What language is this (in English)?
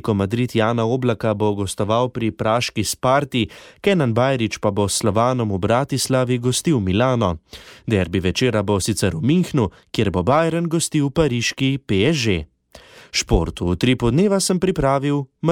Slovenian